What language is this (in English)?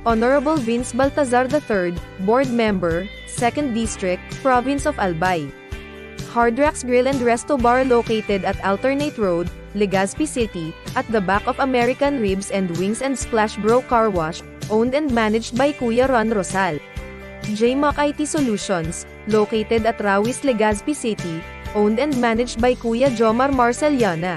Bikol